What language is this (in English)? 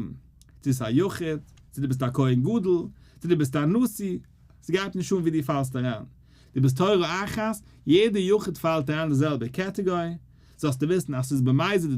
Yiddish